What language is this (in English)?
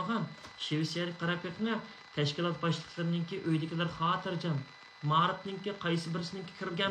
Uyghur